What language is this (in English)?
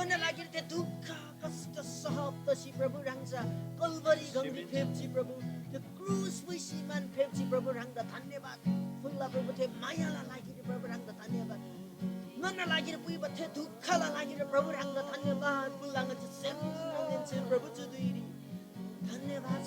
Eastern Tamang